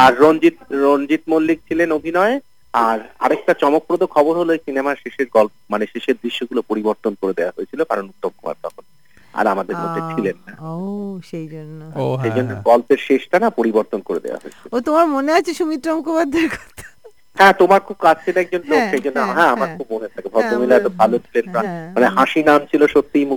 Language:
Bangla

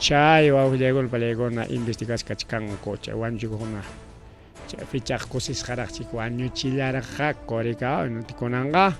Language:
Ayacucho Quechua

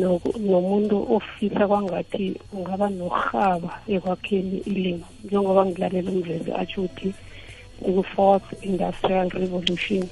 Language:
South Ndebele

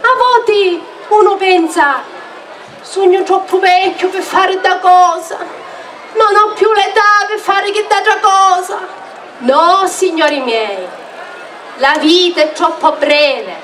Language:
Sicilian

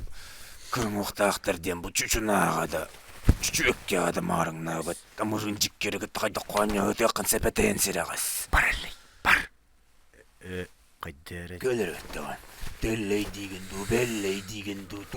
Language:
Yakut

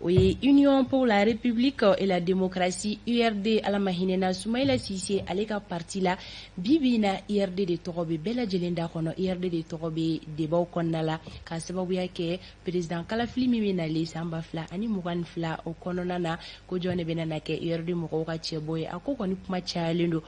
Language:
Bambara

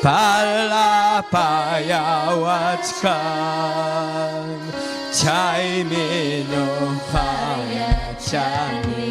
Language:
Ayacucho Quechua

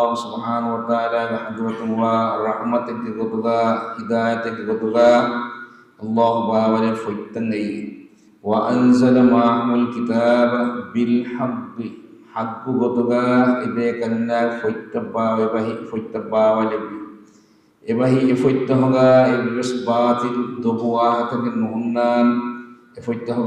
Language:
Divehi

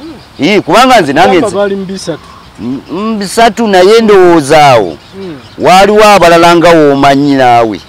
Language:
Ganda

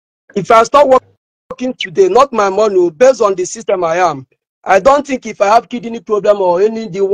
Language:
Igbo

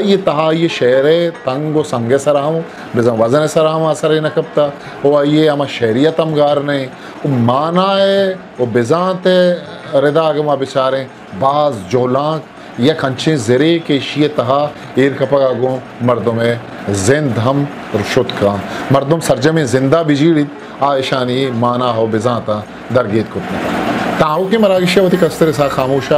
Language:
Eastern Balochi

